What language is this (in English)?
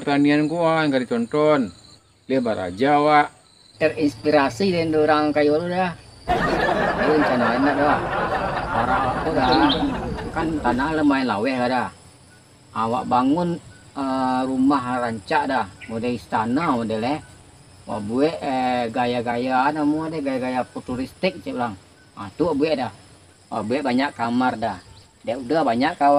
Minangkabau